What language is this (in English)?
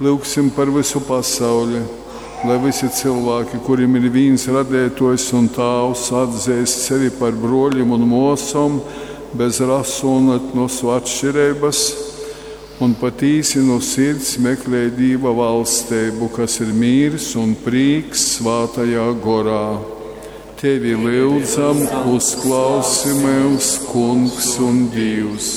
Latgalian